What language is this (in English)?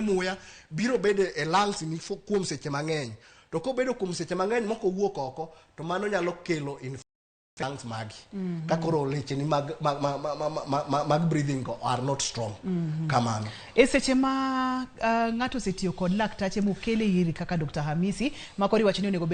Luo (Kenya and Tanzania)